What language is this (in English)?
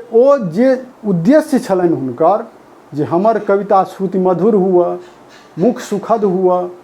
Maithili